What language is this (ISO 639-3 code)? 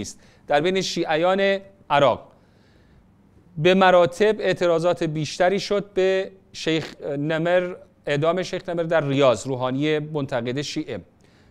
fas